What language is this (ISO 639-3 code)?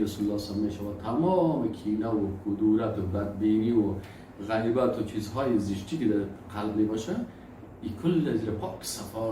fas